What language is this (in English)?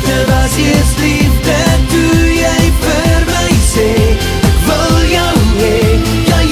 Afrikaans